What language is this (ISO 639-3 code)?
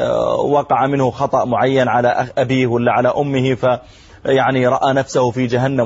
ara